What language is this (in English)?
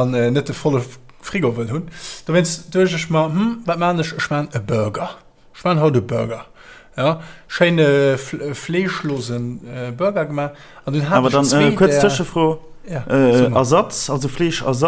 Luxembourgish